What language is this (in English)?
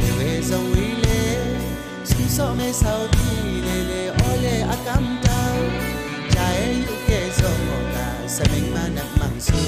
Zaiwa